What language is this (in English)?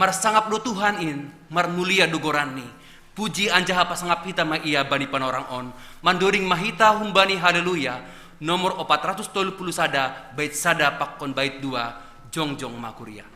Batak Simalungun